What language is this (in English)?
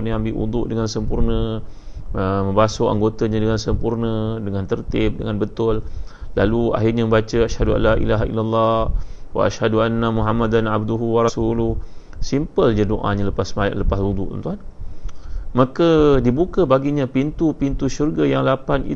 Malay